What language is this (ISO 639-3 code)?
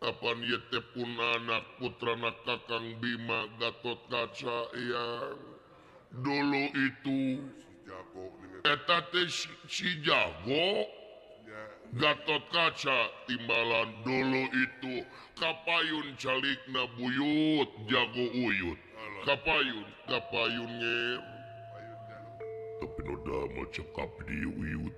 sun